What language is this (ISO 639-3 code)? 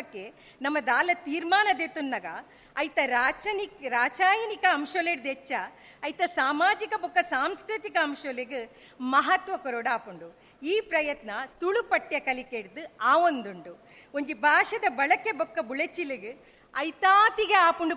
tcy